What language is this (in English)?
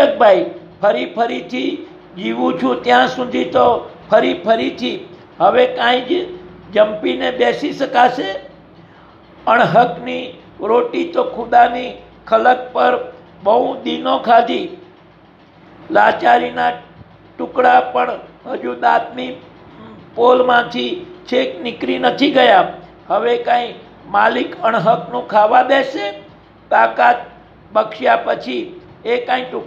Gujarati